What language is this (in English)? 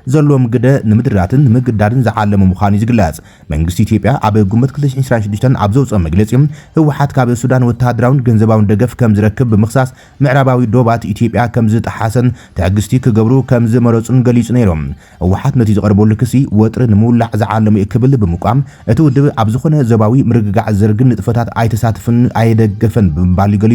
Tigrinya